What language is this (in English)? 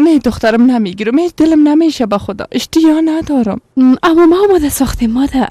Persian